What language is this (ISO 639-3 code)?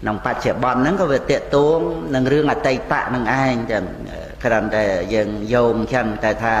khm